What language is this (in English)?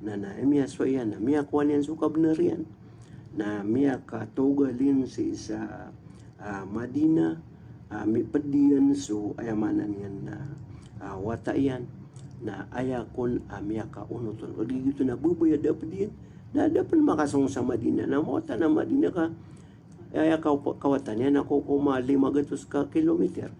Maranao